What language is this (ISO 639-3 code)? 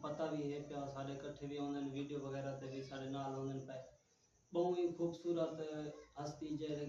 skr